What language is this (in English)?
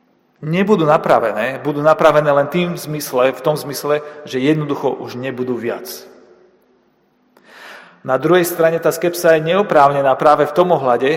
Slovak